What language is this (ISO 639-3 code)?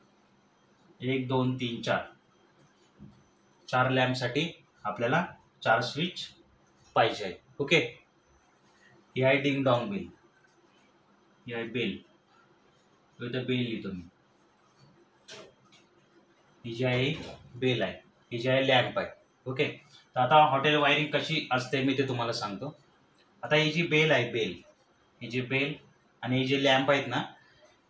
mar